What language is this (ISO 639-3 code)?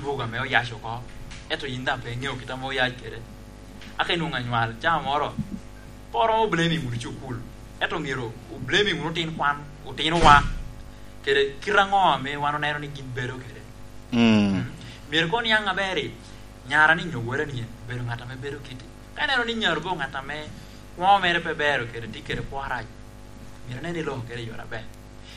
laj